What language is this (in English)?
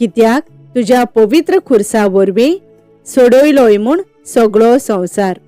Konkani